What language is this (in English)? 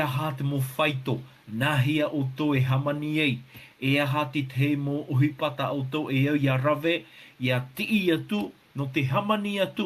Tahitian